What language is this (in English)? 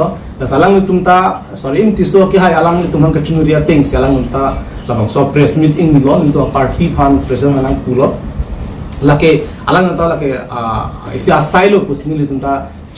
Karbi